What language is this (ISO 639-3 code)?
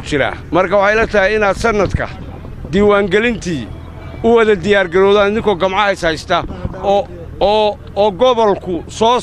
som